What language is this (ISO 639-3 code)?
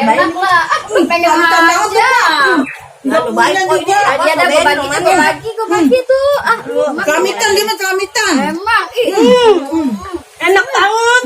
bew